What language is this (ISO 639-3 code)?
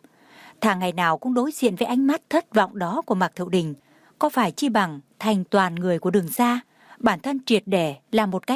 vie